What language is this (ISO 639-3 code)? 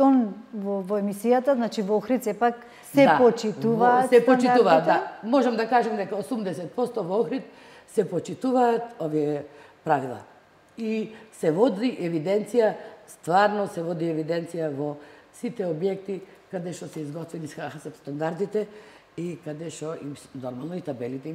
mkd